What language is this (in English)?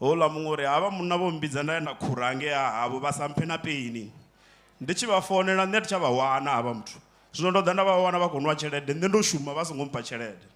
Venda